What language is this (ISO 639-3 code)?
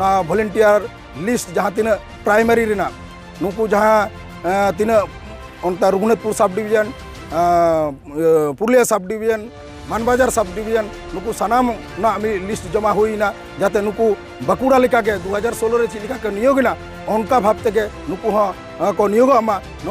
sat